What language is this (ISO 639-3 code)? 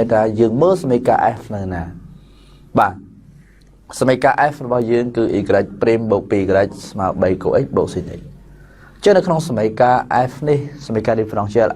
khm